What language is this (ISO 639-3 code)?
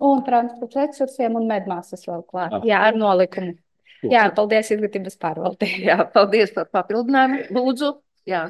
lav